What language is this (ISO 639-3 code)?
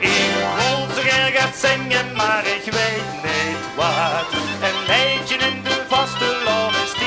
lim